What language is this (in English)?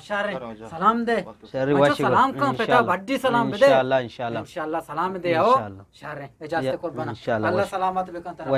Eastern Balochi